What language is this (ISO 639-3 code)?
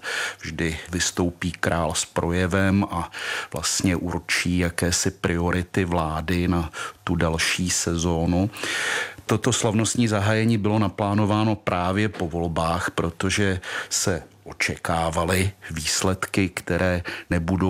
ces